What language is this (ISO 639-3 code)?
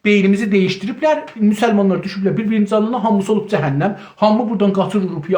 azb